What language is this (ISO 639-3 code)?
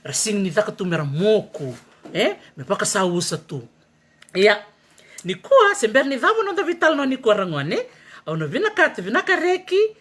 fij